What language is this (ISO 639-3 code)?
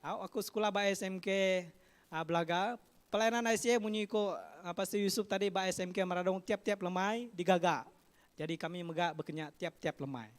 iba